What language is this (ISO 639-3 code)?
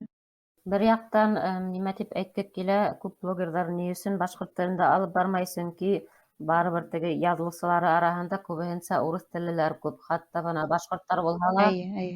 bak